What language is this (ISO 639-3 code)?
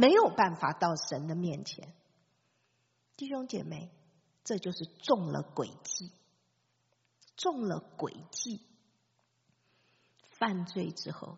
zho